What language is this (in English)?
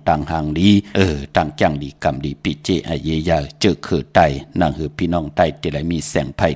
Shan